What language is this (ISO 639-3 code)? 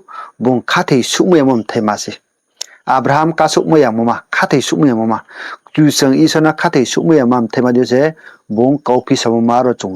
ria